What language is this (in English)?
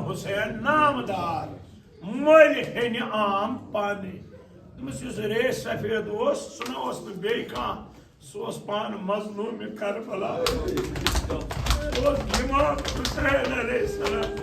Kashmiri